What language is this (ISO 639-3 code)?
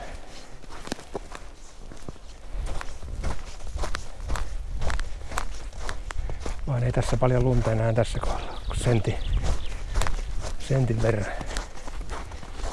fin